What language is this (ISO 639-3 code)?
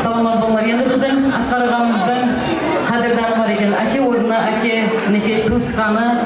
kaa